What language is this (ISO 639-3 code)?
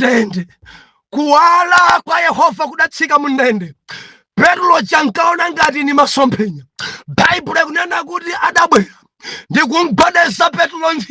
nya